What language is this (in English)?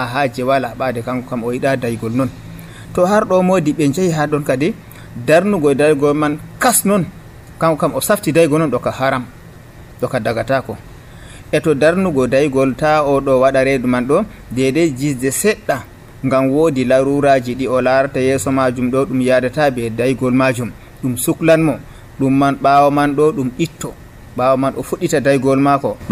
Nigerian Fulfulde